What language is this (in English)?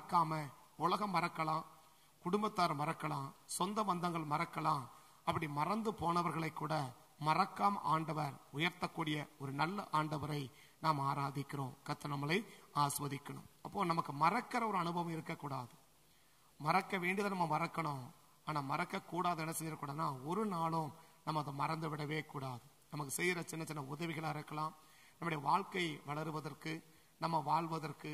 Tamil